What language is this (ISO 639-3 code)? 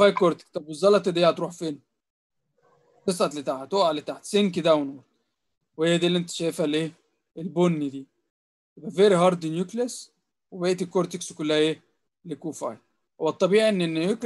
arz